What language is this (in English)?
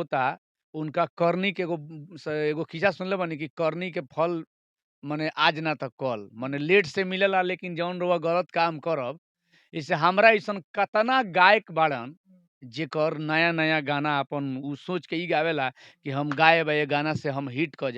Bhojpuri